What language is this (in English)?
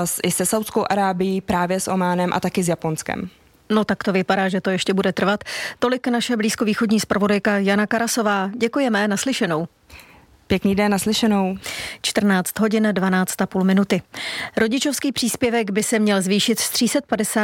Czech